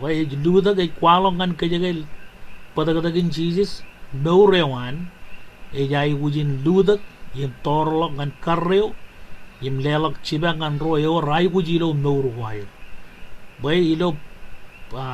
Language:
Marshallese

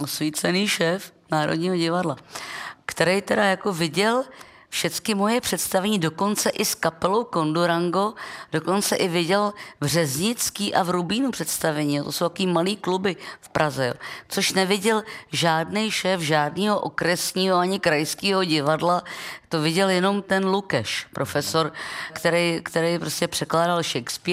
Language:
Czech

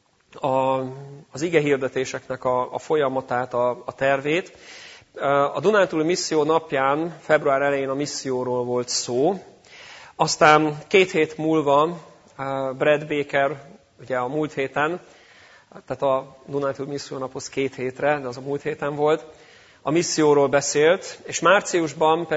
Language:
Hungarian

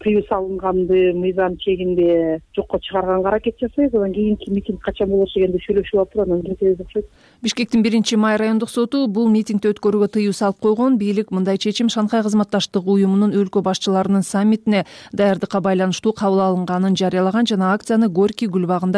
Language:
Kyrgyz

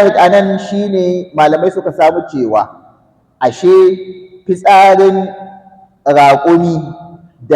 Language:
Hausa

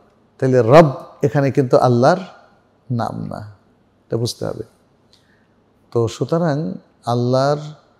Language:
Bangla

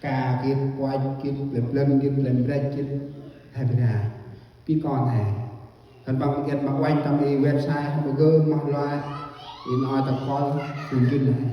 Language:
Central Mnong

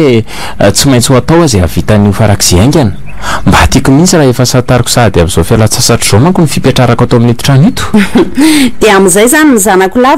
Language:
Malagasy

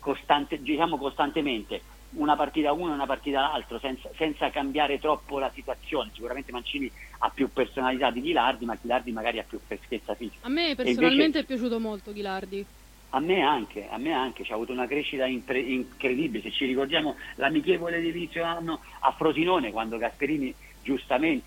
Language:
Italian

